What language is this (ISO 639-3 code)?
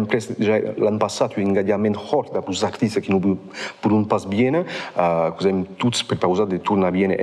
oci